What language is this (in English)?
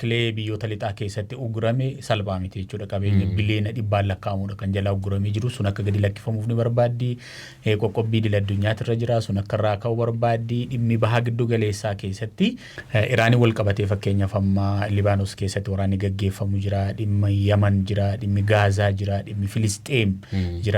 Oromo